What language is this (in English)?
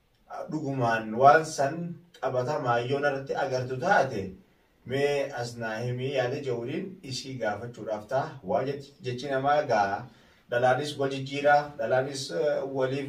Oromo